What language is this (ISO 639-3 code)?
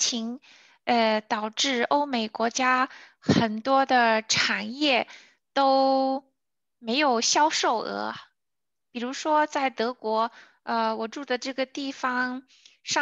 zho